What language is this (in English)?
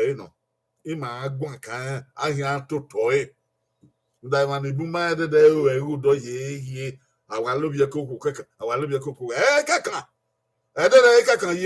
Bini